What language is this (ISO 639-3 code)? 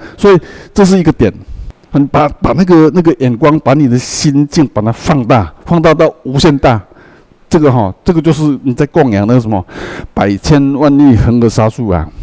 zho